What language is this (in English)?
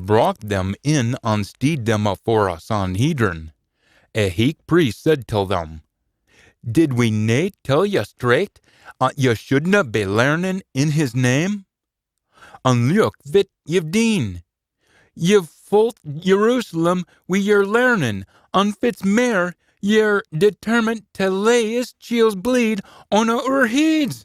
Scots